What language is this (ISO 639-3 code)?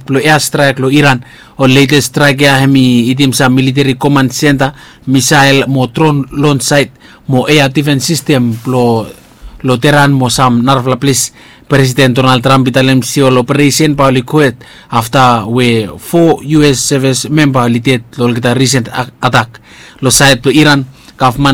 bis